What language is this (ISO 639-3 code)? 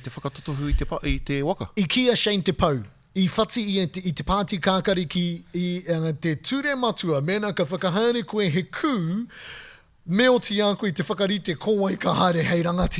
mri